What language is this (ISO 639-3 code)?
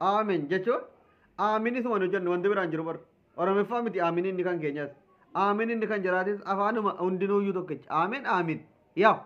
orm